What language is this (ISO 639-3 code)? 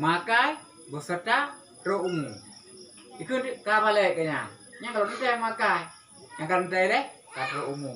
ace